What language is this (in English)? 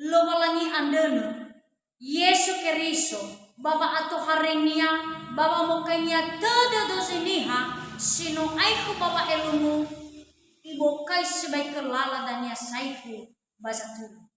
Nias